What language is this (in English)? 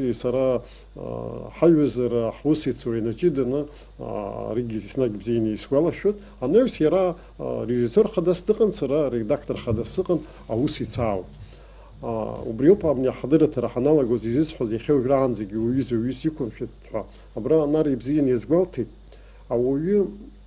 Abkhazian